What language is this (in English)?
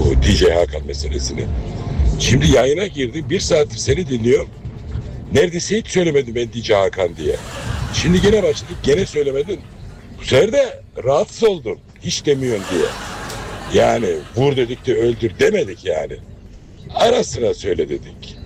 Turkish